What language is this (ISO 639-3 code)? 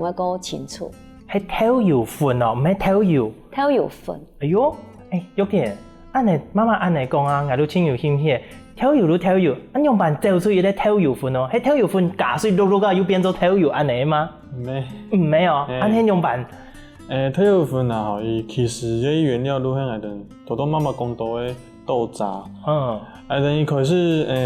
hak